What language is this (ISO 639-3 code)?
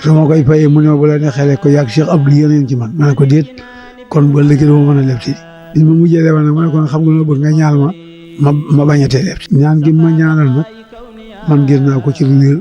wol